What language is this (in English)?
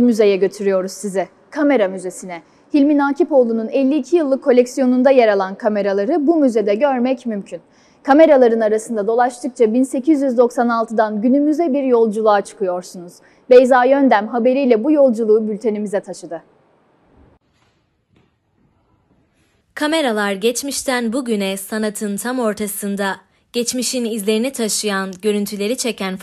Turkish